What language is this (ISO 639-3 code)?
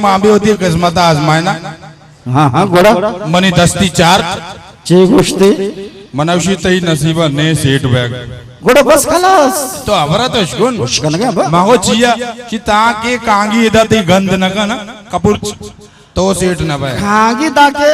bgp